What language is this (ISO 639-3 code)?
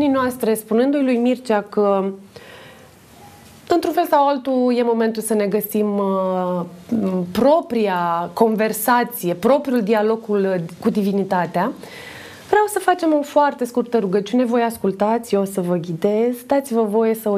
ron